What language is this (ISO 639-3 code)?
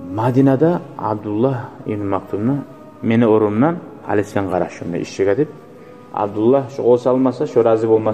kum